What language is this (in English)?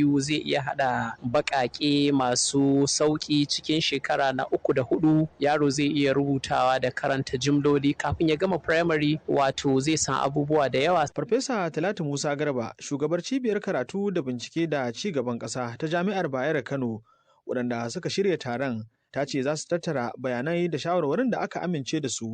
Hausa